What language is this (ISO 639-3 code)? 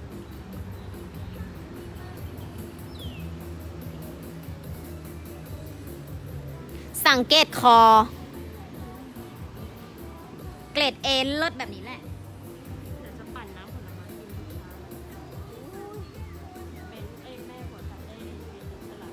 tha